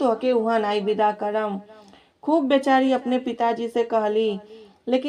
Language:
Bhojpuri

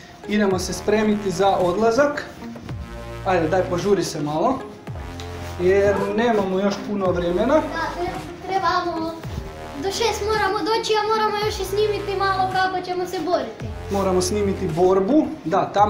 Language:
Croatian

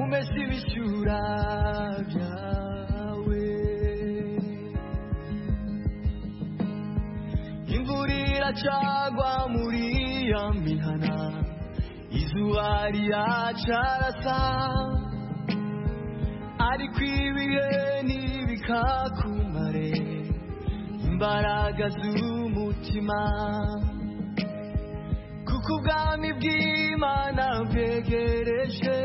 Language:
Kinyarwanda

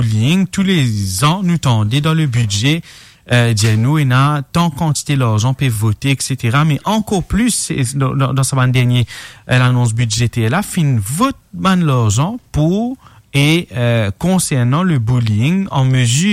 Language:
Morisyen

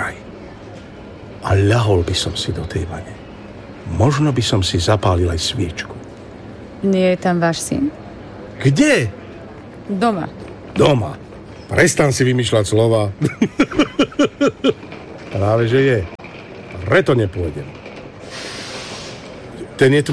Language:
Slovak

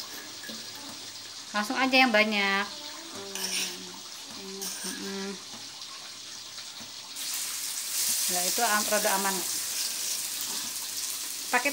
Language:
Indonesian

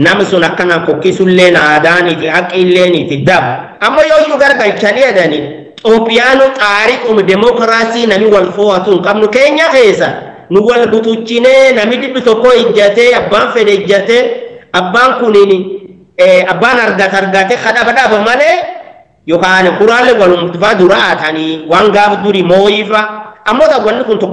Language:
Oromo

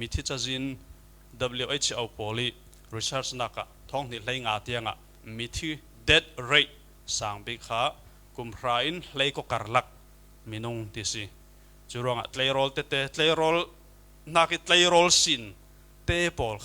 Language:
Falam Chin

